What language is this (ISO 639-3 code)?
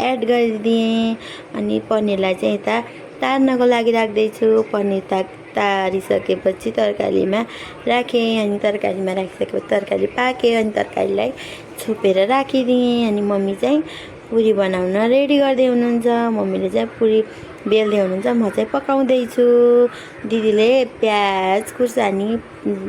nep